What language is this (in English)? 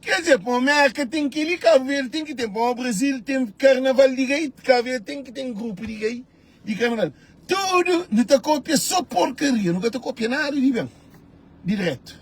Kabuverdianu